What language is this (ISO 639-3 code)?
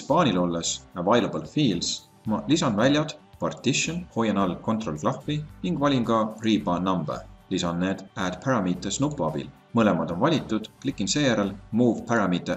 est